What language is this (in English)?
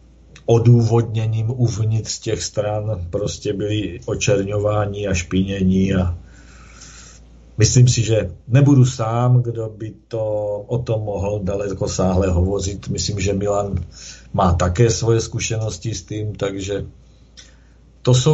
Czech